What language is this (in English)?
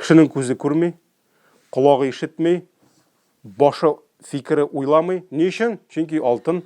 Tatar